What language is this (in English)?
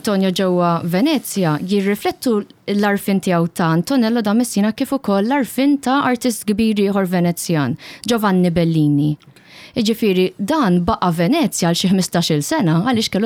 Maltese